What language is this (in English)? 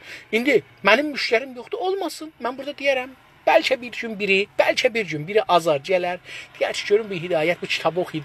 South Azerbaijani